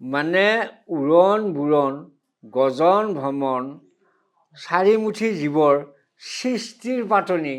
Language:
Assamese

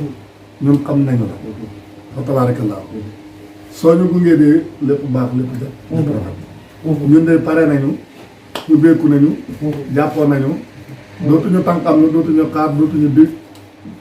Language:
Wolof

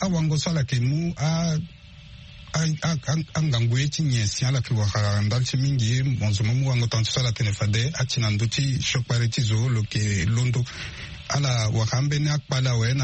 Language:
Sango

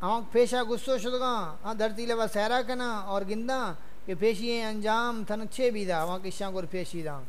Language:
Saraiki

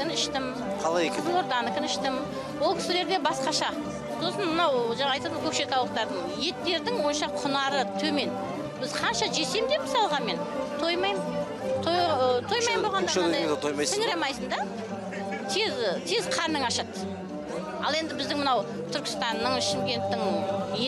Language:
Kazakh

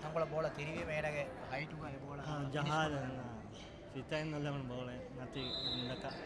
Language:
Divehi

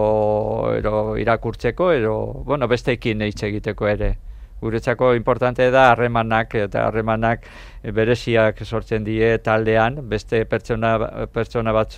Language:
Basque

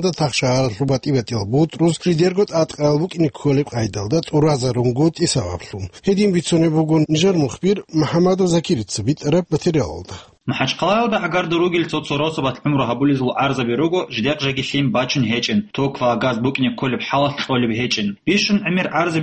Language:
Avaric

